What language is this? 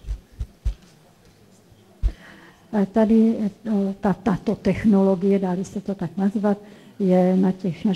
Czech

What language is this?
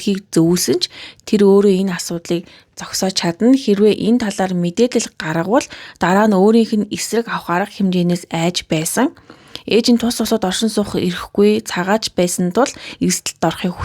Mongolian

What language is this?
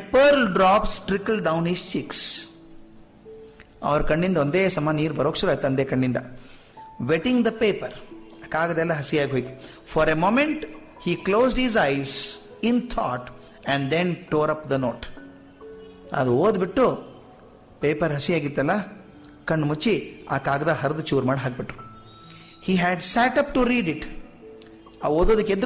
Kannada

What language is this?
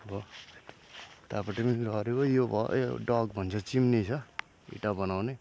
Nepali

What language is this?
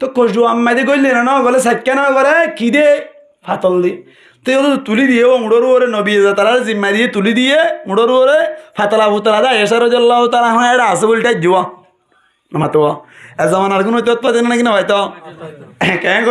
Rohingya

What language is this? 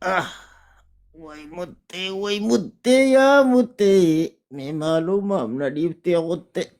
Oromo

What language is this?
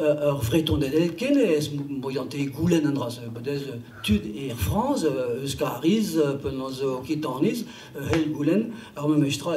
Breton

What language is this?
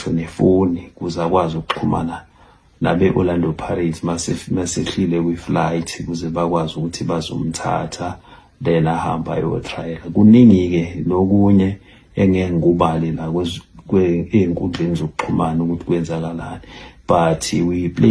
Zulu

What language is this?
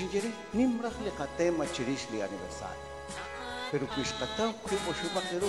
Kekchí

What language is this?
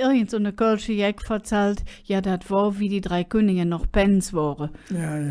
Colognian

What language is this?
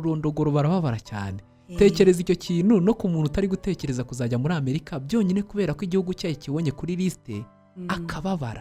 Kinyarwanda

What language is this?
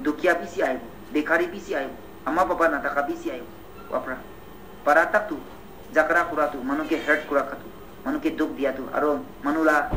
Naga Pidgin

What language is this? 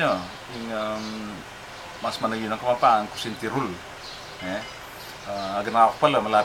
Pampanga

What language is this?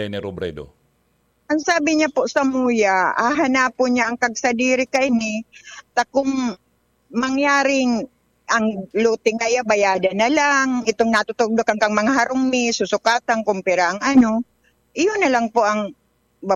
Bikol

